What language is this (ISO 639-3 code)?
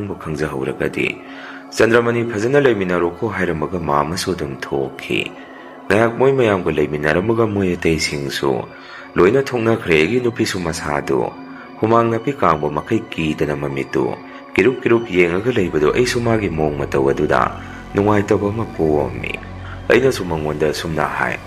mni